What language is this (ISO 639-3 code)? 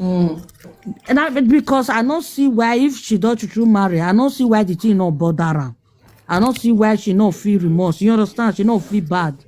pcm